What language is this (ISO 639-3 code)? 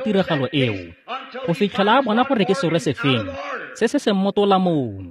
tsn